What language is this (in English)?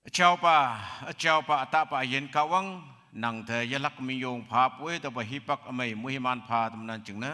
Konyak Naga